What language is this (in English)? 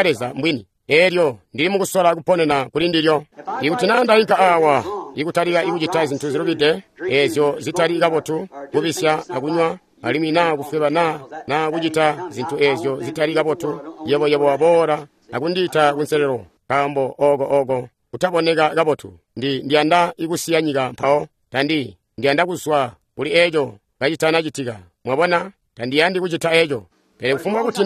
Tonga (Zambia)